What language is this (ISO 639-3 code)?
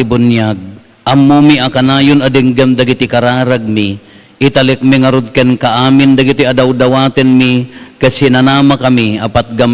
ilo